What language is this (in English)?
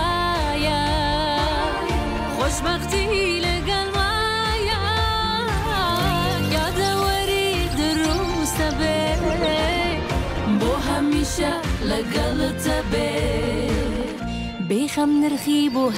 Kurdish